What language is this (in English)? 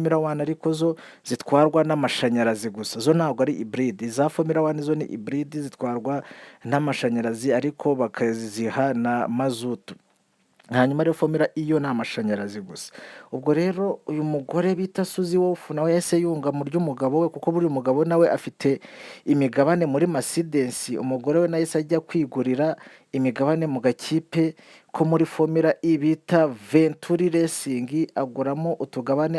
Kinyarwanda